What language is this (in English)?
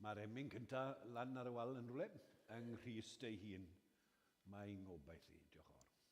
Welsh